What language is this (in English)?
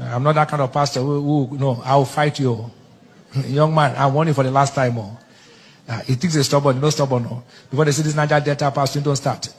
Nigerian Pidgin